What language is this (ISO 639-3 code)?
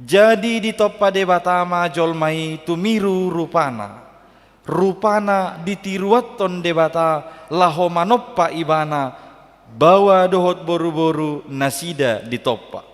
bbc